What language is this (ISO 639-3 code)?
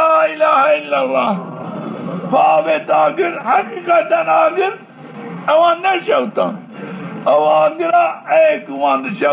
zza